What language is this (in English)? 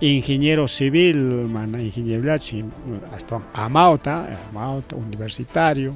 Ayacucho Quechua